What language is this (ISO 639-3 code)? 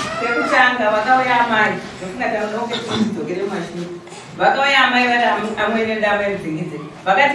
sna